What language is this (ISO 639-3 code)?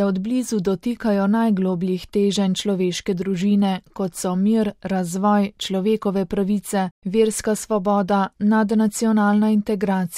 slv